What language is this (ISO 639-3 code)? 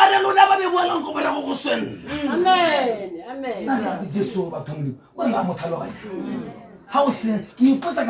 tsn